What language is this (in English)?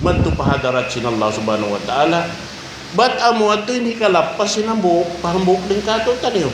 Tausug